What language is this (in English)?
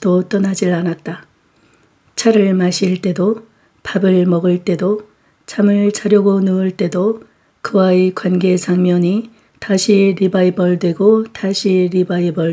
Korean